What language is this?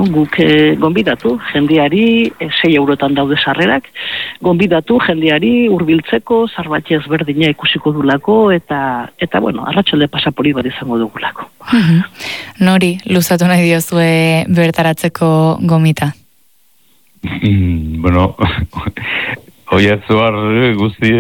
Basque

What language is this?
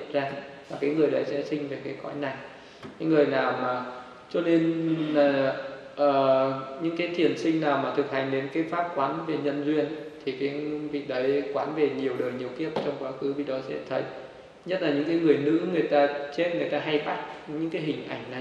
Vietnamese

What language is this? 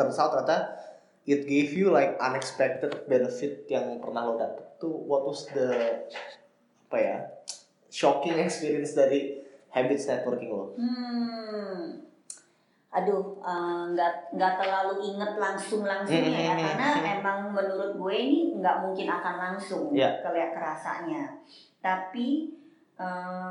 Indonesian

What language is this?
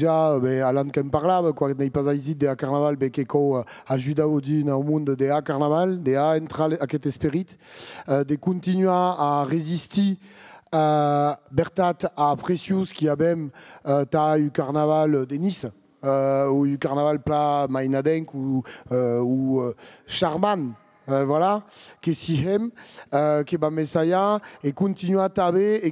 Occitan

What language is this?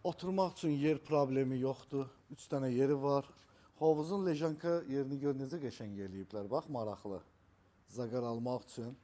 Azerbaijani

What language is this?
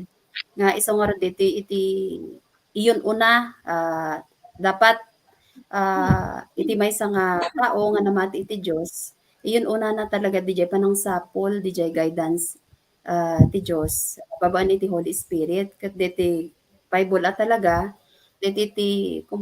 Iloko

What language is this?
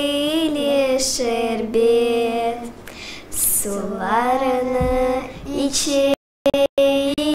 Crimean Tatar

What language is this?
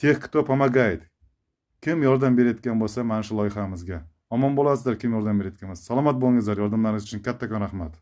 Uzbek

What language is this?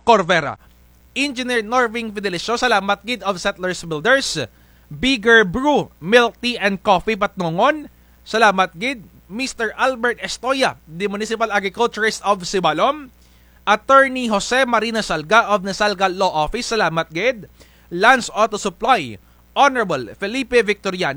Kinaray-a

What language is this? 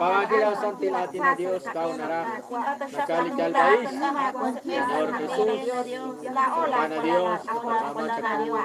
Kekchí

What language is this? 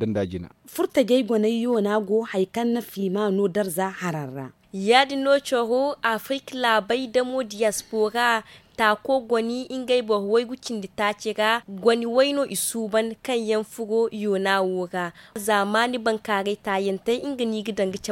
Zarma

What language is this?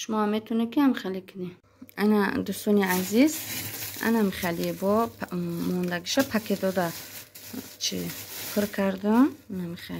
Tajik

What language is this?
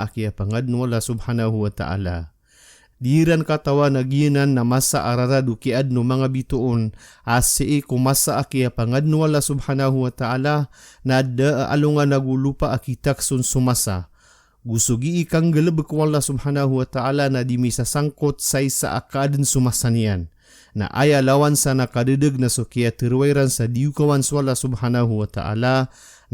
Maranao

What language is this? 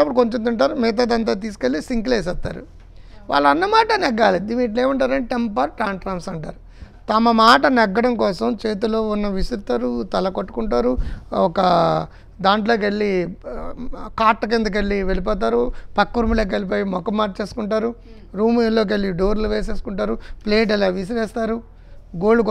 Telugu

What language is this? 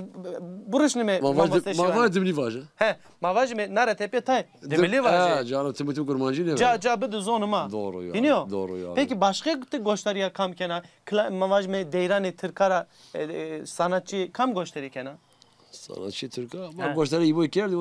Zaza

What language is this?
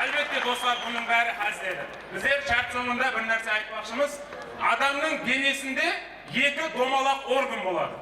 Kara-Kalpak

